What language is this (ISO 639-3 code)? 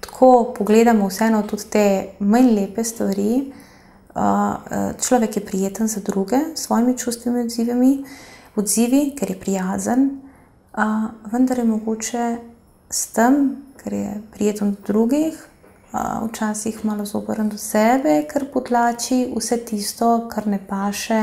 slv